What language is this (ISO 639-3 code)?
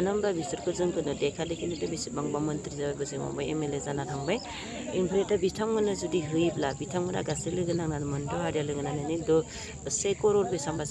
brx